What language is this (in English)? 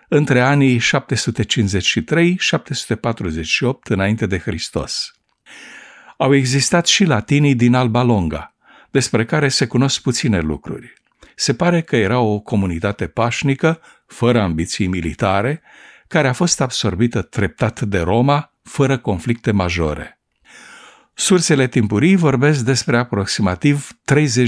Romanian